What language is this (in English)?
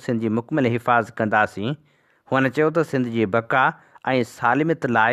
Sindhi